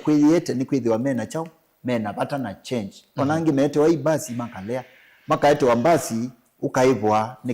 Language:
Kamba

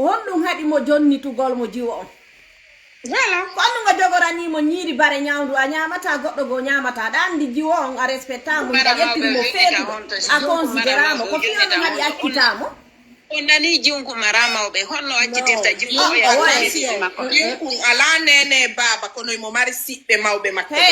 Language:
Fula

